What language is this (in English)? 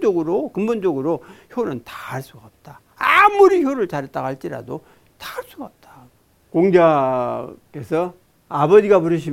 Korean